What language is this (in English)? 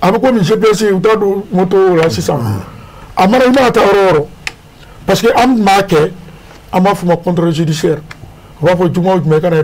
Bambara